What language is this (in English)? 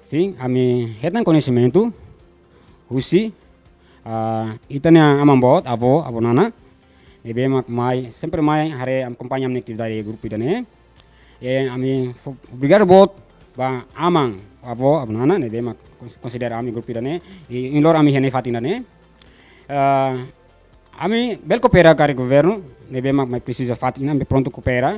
Tetum